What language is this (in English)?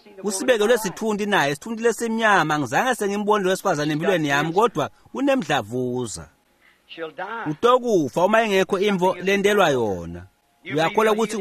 Swati